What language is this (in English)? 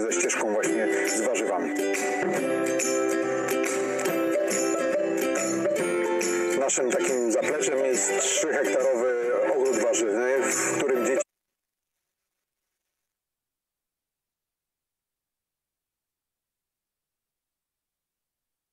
Polish